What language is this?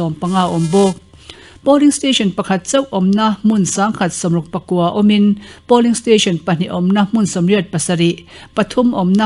Mizo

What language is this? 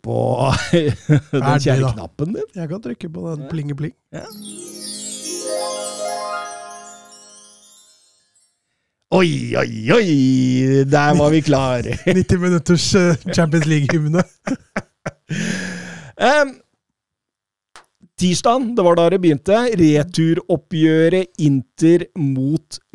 Norwegian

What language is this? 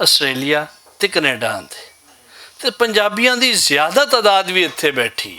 Western Panjabi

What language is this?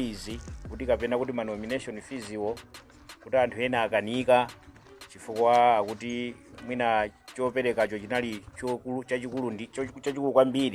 Nyanja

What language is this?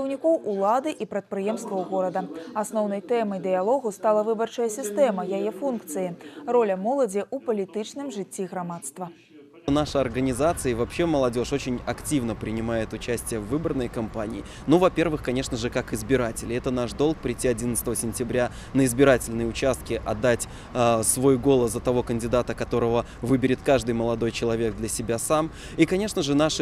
Belarusian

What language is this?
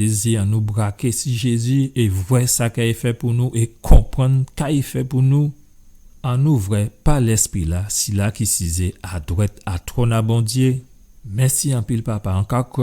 Guadeloupean Creole French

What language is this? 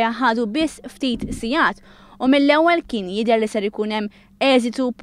Maltese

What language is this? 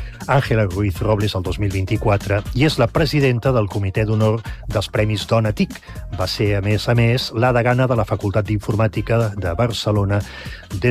Catalan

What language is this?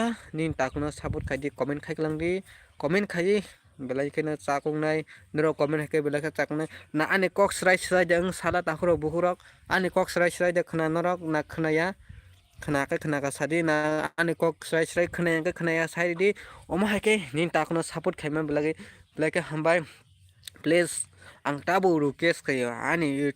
Kok Borok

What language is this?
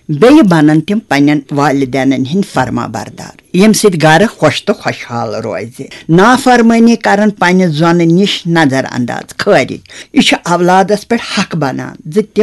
Kashmiri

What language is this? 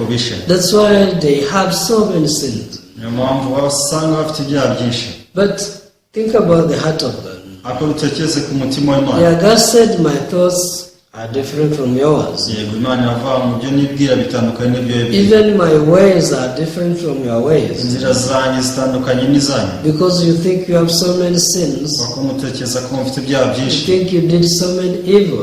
Kinyarwanda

